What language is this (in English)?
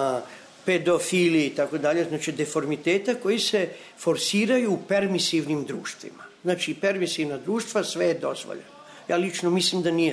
Serbian